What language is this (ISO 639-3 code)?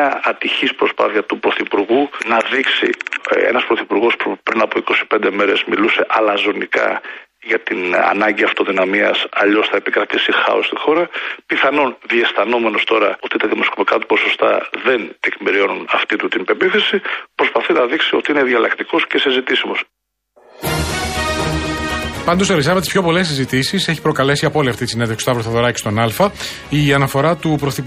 ell